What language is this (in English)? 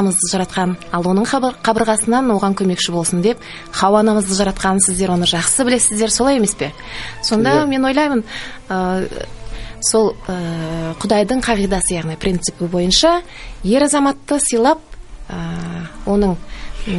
Kazakh